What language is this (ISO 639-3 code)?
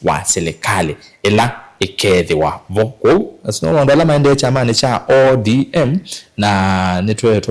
kam